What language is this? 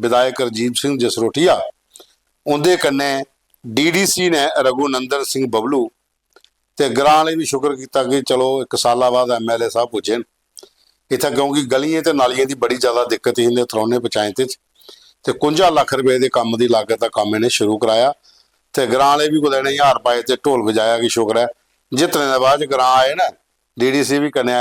Dogri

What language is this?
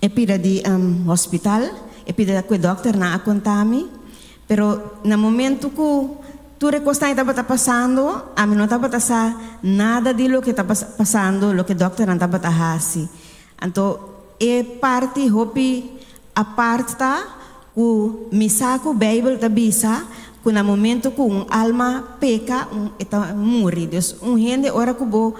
Papiamento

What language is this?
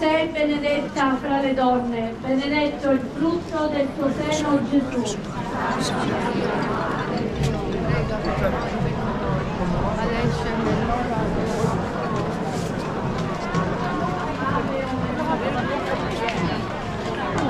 Italian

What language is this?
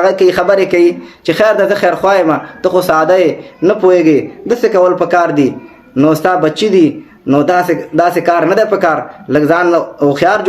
Pashto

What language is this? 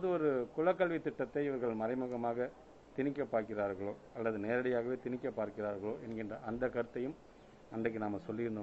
Tamil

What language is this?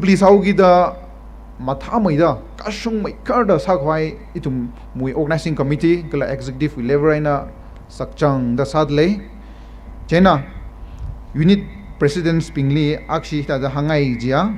Tangkhul Naga (India)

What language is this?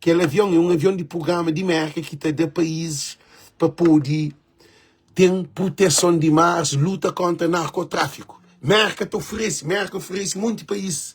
Kabuverdianu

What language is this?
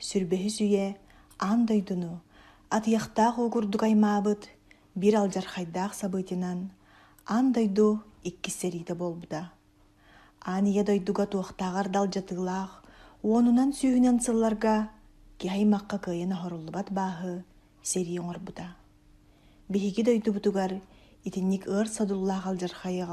Yakut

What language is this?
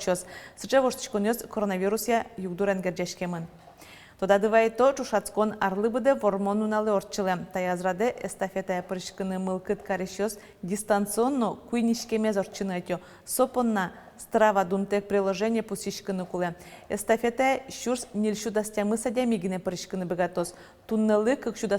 Udmurt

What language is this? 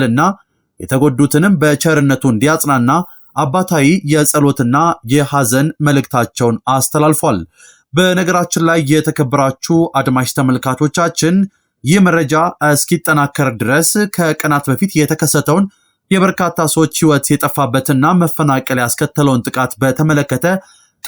Amharic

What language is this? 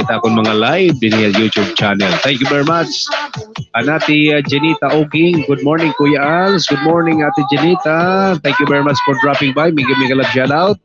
Waray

